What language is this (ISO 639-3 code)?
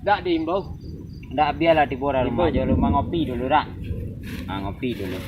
min